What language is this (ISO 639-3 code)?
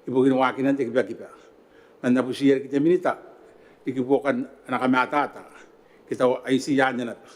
gil